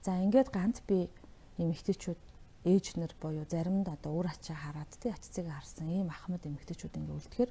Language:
Mongolian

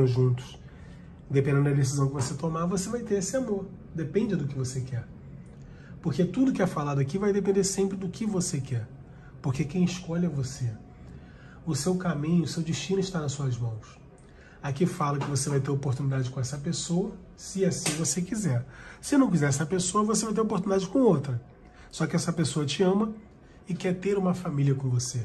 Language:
Portuguese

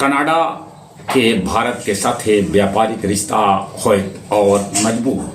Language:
Magahi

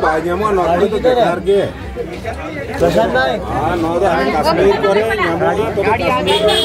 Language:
Santali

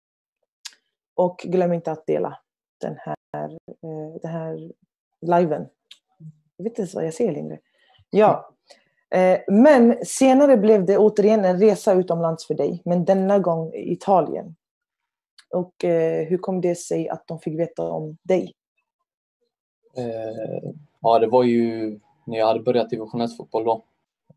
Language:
Swedish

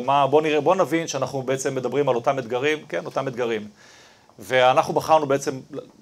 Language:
Hebrew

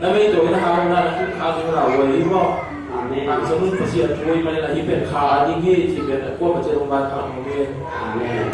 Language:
Tedim Chin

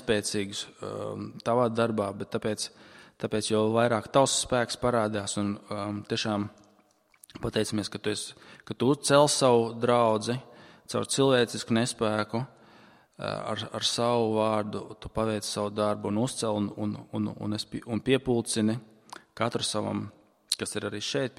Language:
Latvian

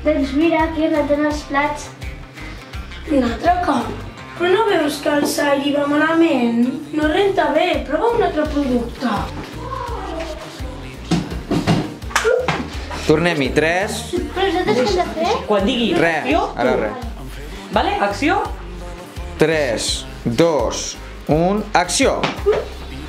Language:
Catalan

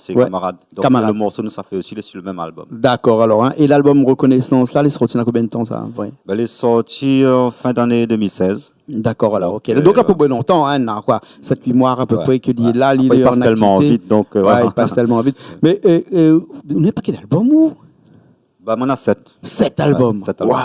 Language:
Réunion Creole French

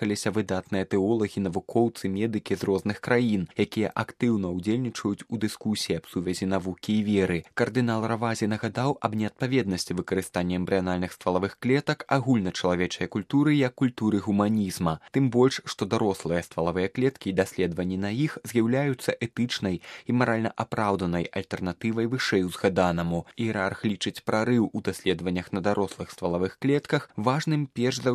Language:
Belarusian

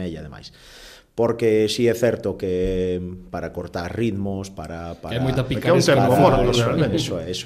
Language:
Galician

